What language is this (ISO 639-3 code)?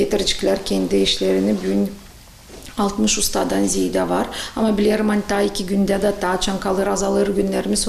gag